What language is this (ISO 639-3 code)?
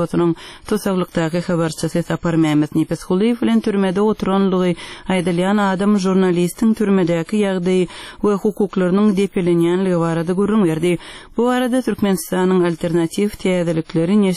tuk